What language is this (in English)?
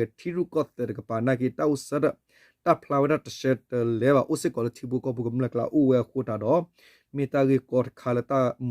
S'gaw Karen